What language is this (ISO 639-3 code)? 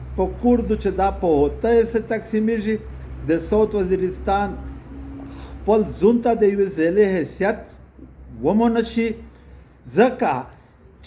pus